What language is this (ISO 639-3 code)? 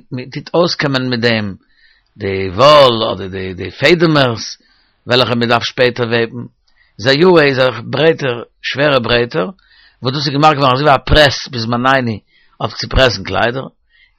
yid